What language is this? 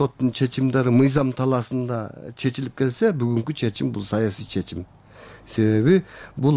Kyrgyz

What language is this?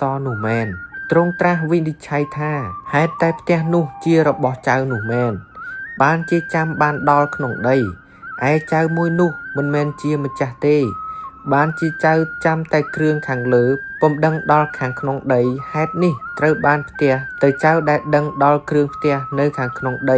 Khmer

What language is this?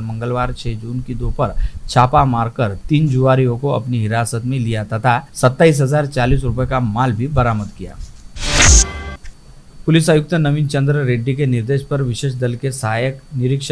Hindi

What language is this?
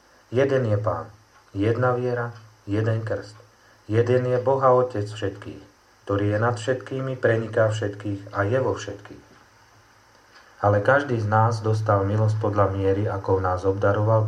Slovak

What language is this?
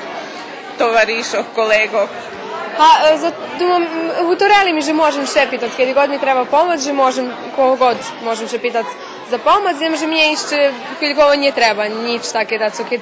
Rusyn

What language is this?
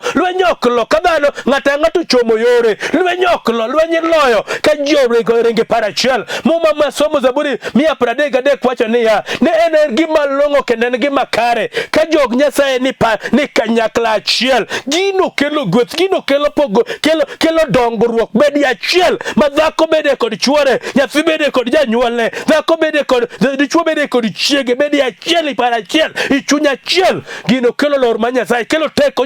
Luo (Kenya and Tanzania)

